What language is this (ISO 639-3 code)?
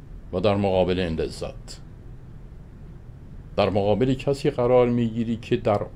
fas